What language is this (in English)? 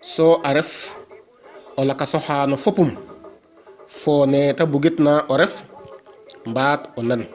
Serer